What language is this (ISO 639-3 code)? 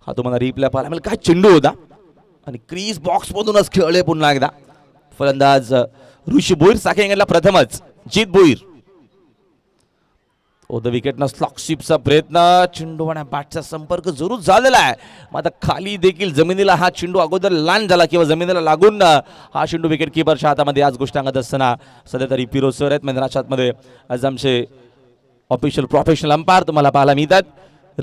mar